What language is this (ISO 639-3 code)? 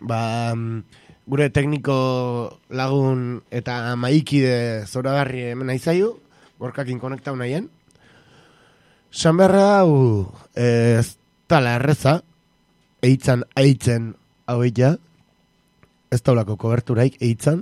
eus